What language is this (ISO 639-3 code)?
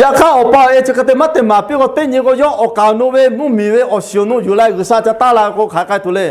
lhu